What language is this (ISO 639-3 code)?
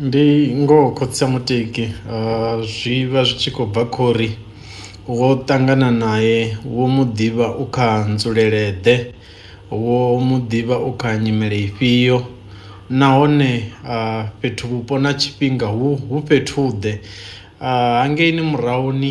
ven